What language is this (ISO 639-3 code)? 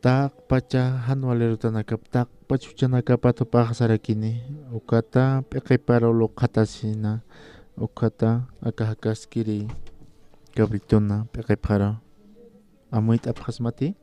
aym